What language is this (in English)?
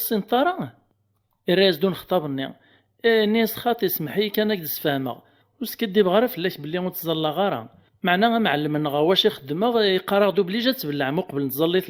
Kabyle